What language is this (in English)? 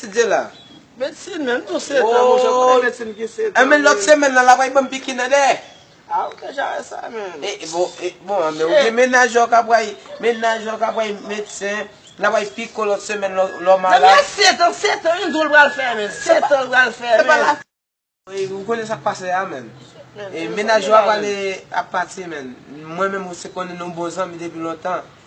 Haitian Creole